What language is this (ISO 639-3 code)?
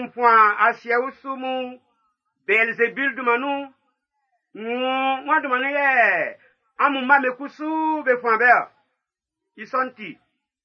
bci